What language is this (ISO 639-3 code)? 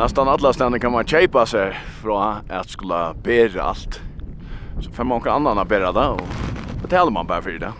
fao